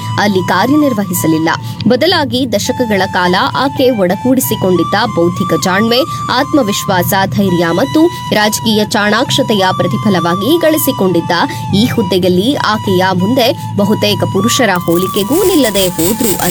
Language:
Kannada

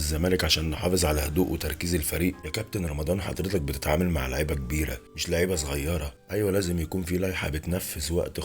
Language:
Egyptian Arabic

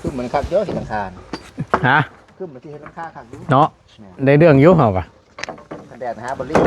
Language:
Northeastern Thai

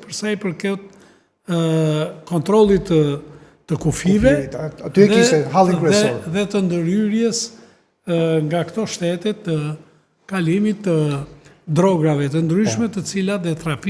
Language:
Albanian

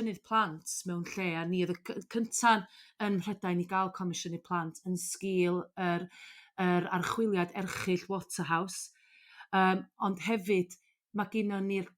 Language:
Welsh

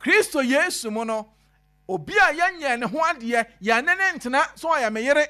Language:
Akan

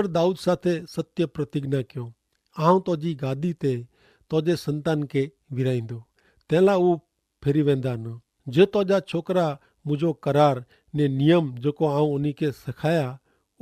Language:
Kachhi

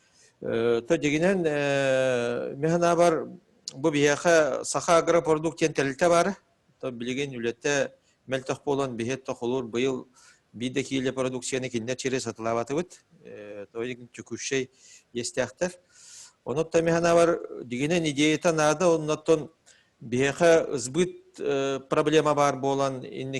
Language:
Yakut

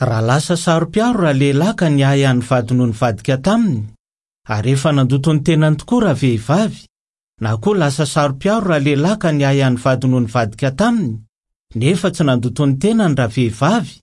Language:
Malagasy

